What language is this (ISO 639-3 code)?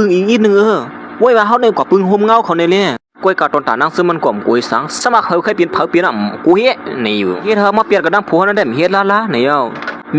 shn